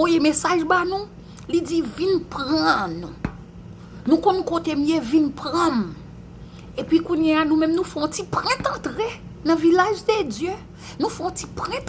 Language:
Haitian Creole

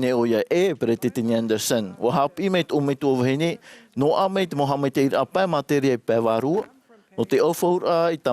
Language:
Tahitian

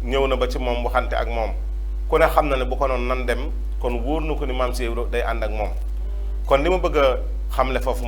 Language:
Wolof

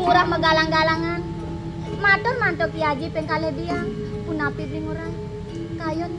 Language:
Balinese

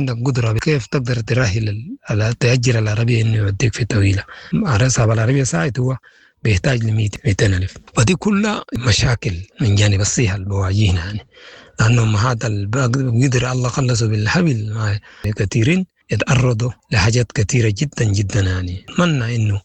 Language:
Sudanese Arabic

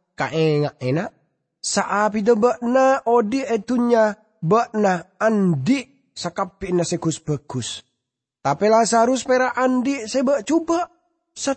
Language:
Madurese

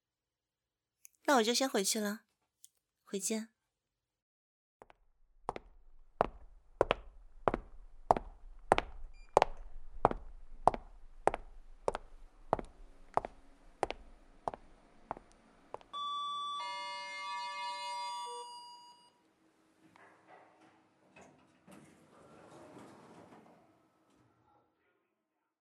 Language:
Chinese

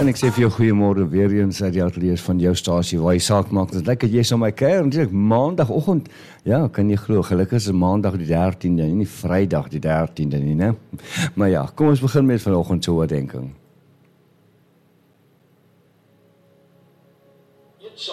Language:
Afrikaans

